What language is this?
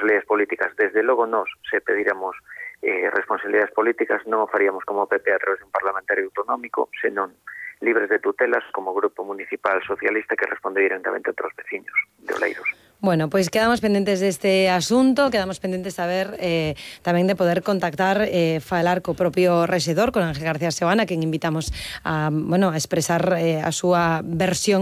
Galician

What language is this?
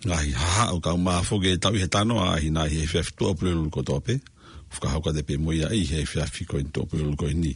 Tongan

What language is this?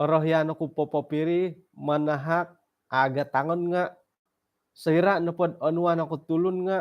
Central Dusun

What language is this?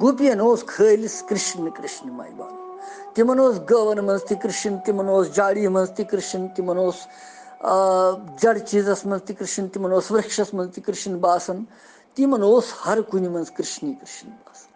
Kashmiri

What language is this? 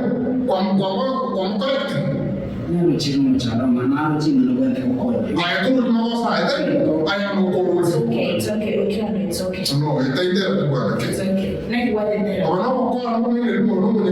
Gusii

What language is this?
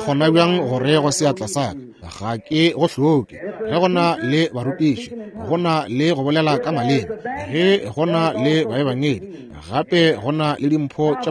Northern Sotho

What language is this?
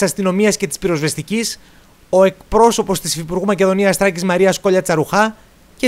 Greek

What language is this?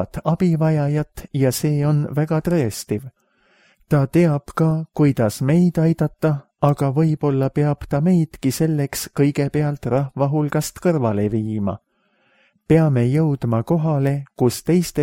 Estonian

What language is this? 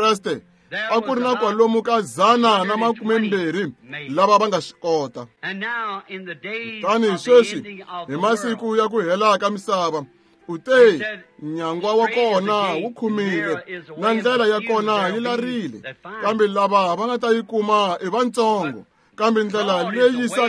Tsonga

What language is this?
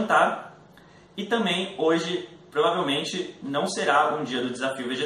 Portuguese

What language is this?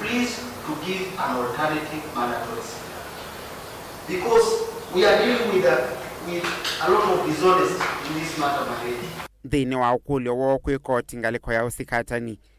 Kamba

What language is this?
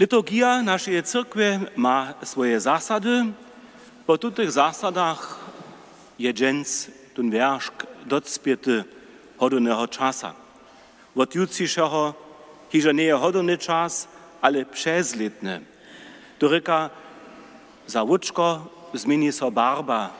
Upper Sorbian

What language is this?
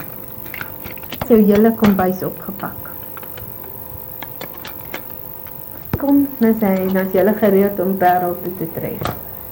Afrikaans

